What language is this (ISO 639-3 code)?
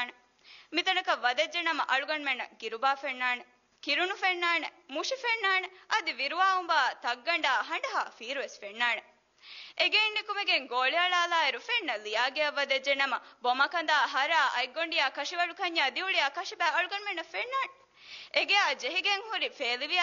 div